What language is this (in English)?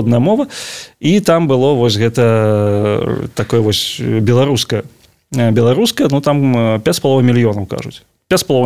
Belarusian